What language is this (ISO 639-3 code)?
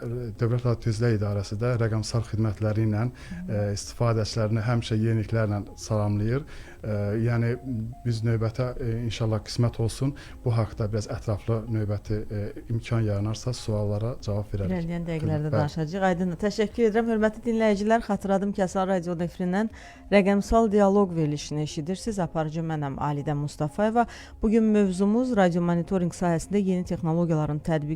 aze